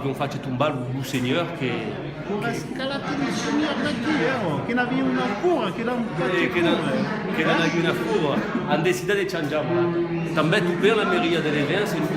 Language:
Occitan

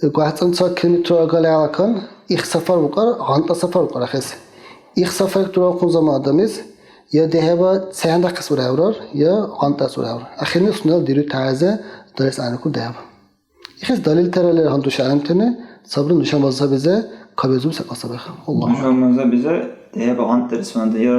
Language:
Dargwa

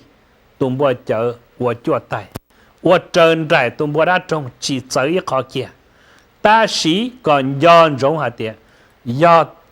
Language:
Hmong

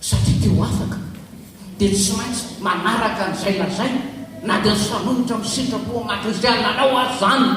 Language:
Malagasy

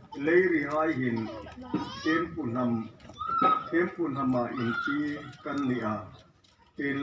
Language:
Hmar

